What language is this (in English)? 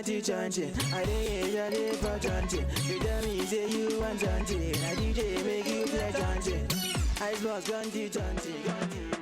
Nigerian Pidgin